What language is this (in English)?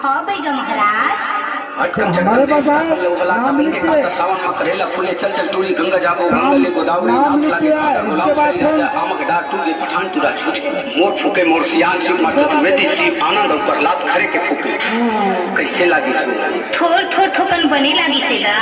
Chhattisgarhi